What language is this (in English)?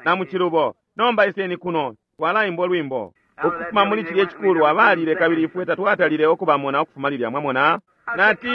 Bemba